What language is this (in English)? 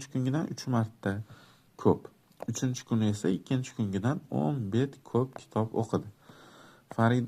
Uzbek